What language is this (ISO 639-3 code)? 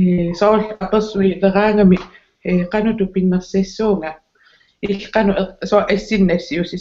kal